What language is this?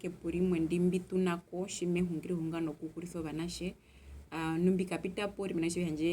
Herero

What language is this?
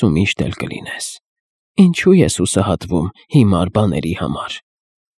Armenian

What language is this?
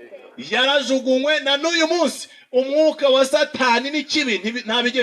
Kinyarwanda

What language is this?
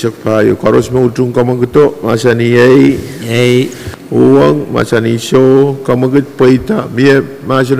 Pohnpeian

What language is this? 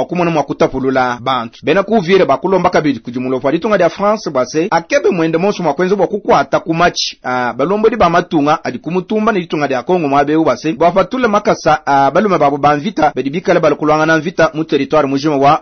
Luba-Lulua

